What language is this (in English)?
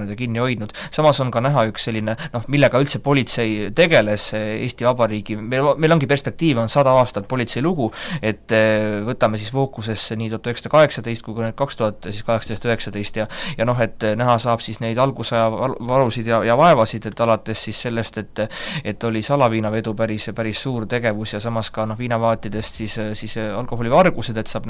Estonian